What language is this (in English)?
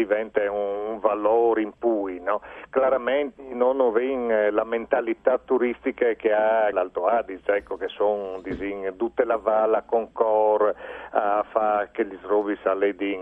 Friulian